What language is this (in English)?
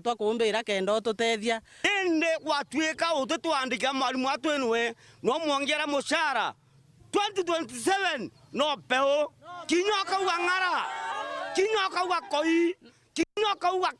Meru